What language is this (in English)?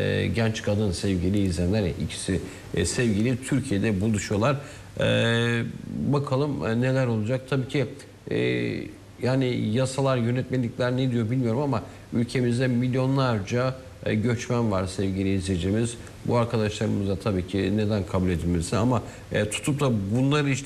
Turkish